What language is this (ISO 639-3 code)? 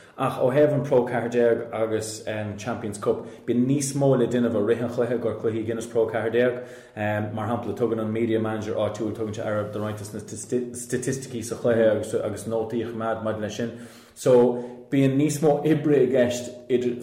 gle